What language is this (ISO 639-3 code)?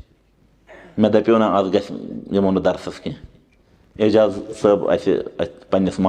kas